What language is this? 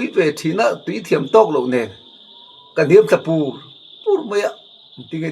Mizo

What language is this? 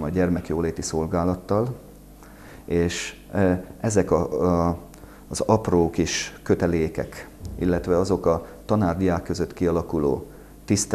Hungarian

